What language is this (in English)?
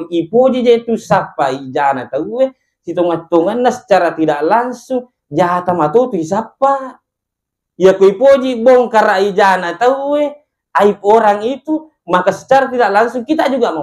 Buginese